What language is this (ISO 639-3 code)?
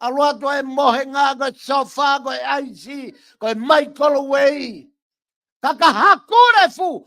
ton